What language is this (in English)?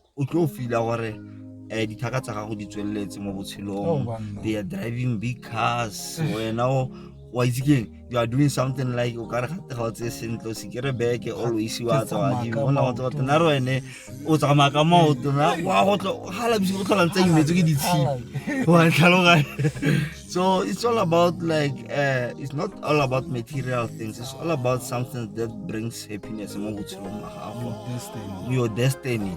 Tswana